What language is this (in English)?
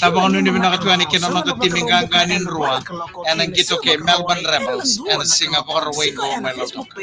Fijian